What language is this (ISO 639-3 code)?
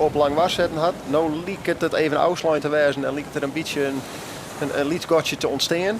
fry